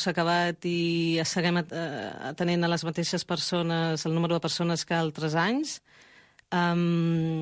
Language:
Catalan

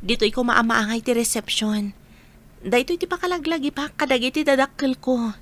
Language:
Iloko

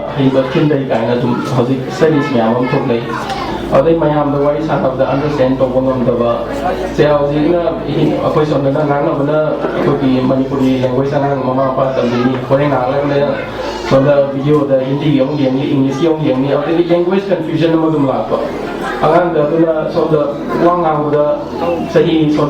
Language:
Manipuri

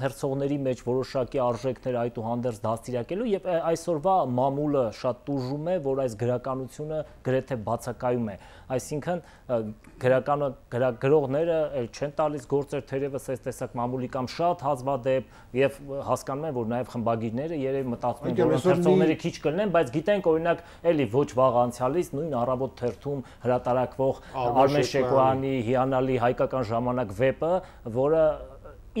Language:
Armenian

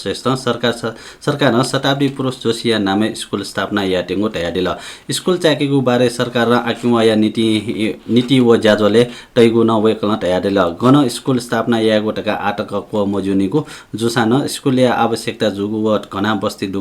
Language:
Newari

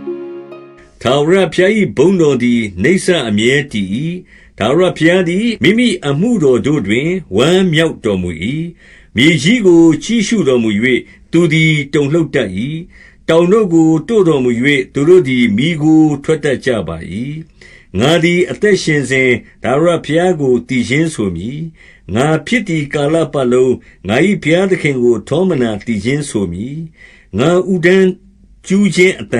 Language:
Burmese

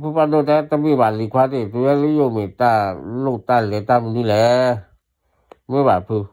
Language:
S'gaw Karen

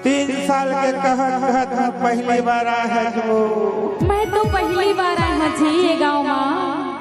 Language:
Chhattisgarhi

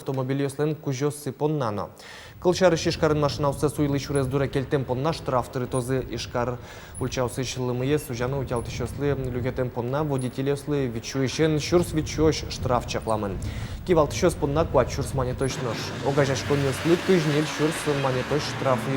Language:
Udmurt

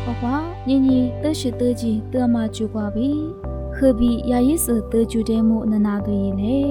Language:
Lisu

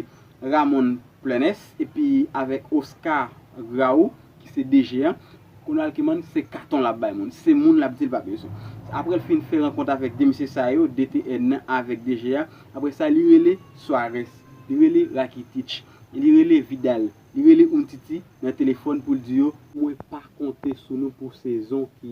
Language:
Haitian Creole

